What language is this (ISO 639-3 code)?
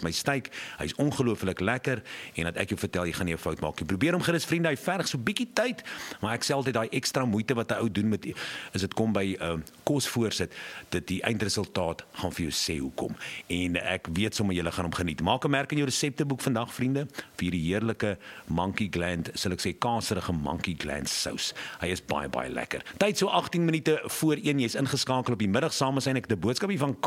afr